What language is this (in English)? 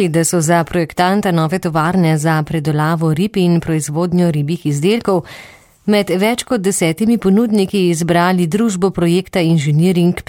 Slovenian